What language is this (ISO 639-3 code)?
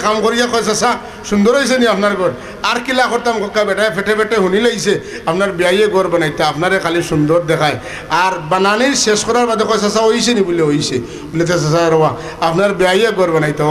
syl